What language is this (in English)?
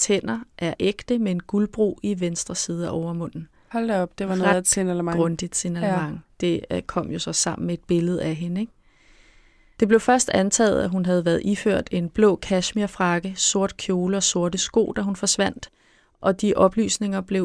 Danish